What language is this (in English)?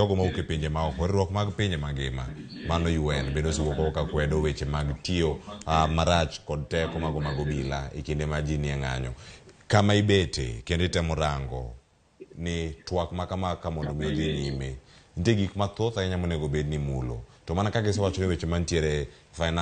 Luo (Kenya and Tanzania)